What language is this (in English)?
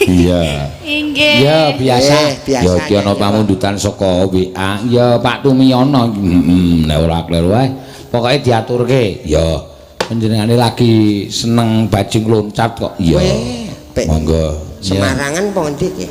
Javanese